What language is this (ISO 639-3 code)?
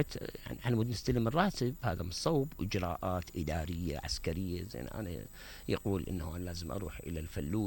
acm